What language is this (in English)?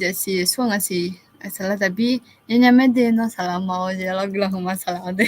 Akha